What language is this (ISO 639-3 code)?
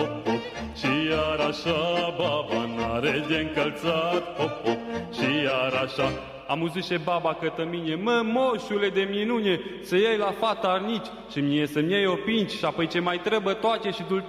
ron